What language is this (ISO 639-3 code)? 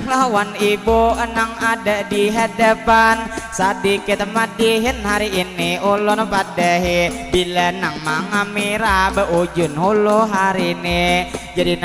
bjn